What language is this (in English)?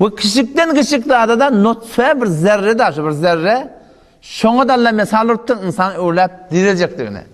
Turkmen